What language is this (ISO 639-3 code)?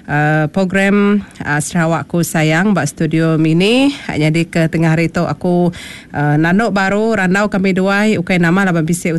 iba